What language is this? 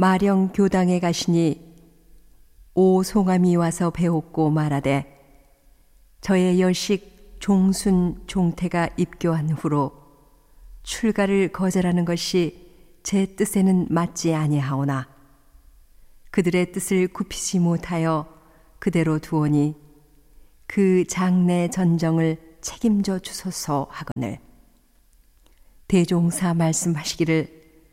Korean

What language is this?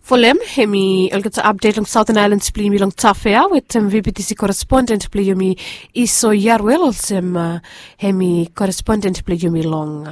Bislama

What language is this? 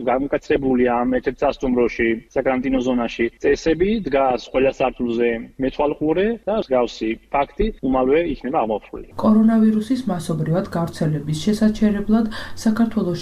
Georgian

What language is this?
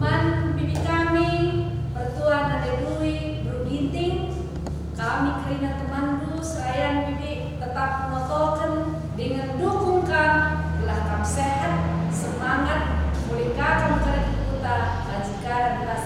Batak Karo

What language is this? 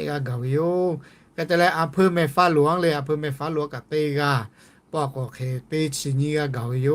Lahu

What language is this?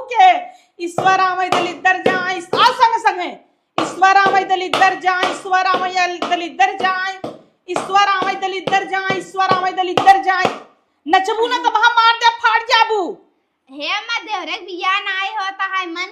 Awadhi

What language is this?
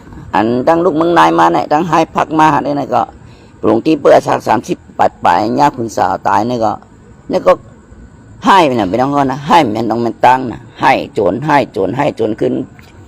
Shan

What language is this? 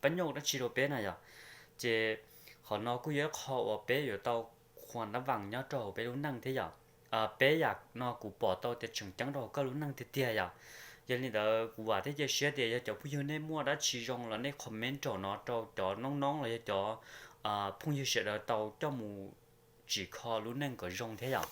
Hmong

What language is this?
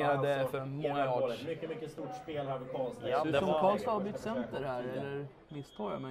Swedish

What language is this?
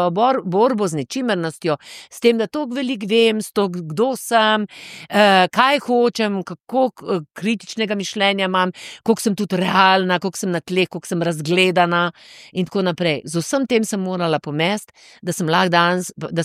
Slovenian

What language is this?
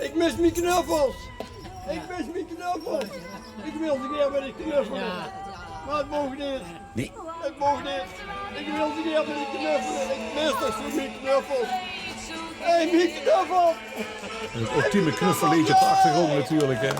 Limburgish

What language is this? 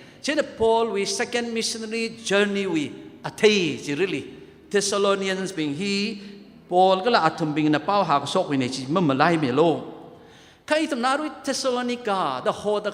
Tangkhul Naga (India)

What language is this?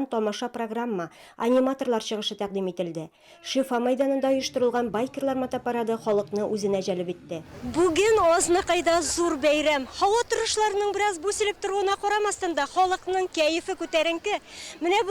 Tatar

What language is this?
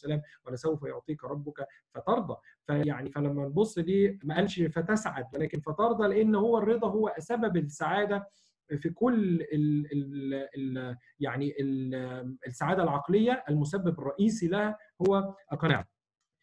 Egyptian Arabic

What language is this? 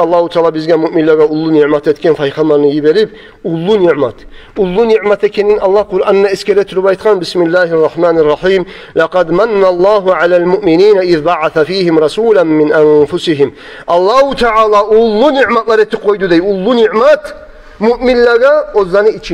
Kumyk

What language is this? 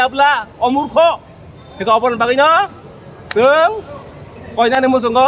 Kok Borok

